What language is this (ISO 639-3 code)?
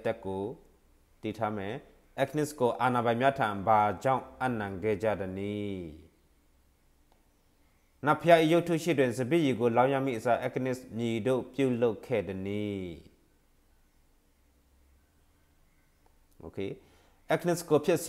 mya